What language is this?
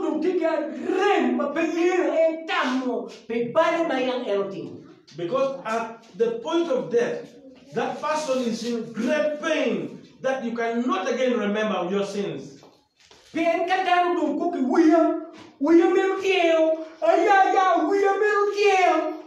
Acoli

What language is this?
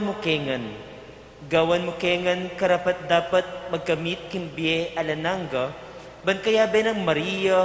Pampanga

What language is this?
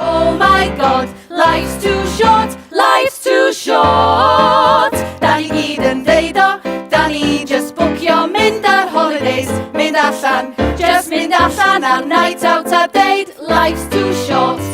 Welsh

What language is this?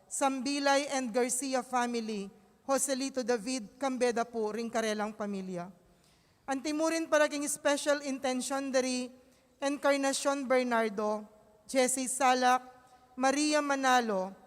Pampanga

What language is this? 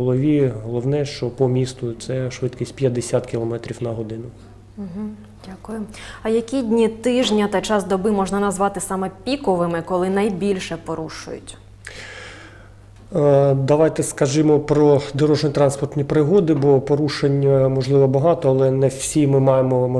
Ukrainian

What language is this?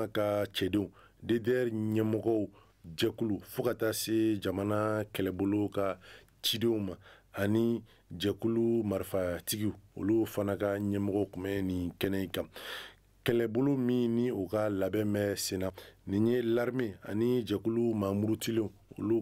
Bambara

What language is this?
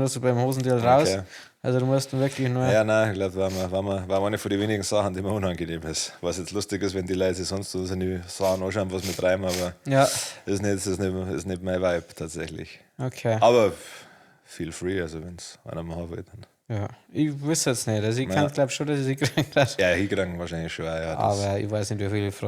Bavarian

